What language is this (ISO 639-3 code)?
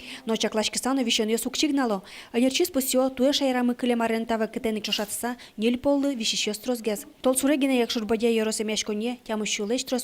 udm